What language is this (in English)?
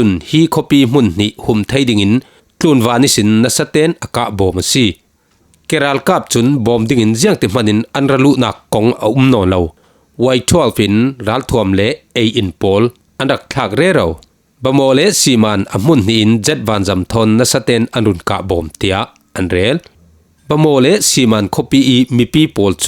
Falam Chin